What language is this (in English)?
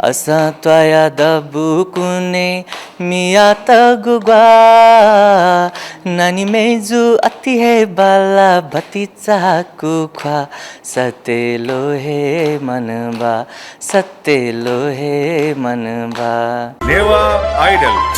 Newari